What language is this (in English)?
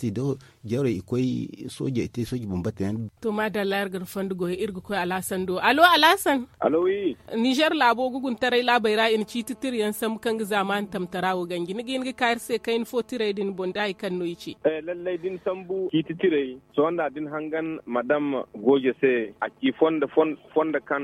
Zarma